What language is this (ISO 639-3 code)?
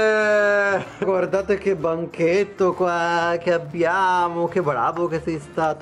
ita